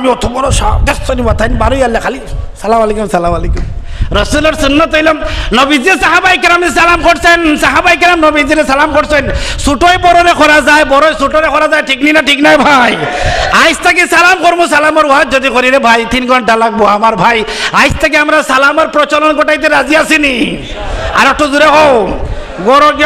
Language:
Sylheti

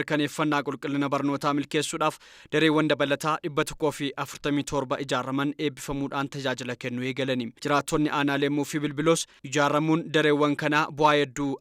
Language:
Oromo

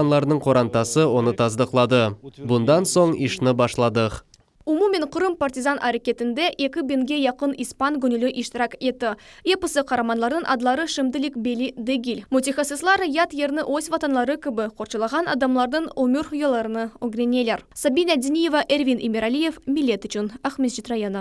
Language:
Crimean Tatar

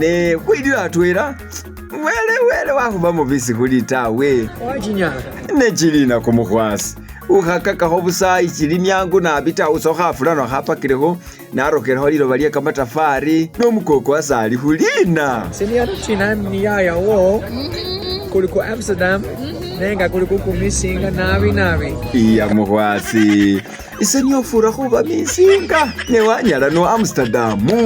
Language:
Masaaba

